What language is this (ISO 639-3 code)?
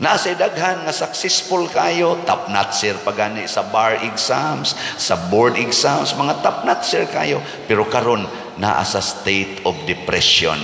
ceb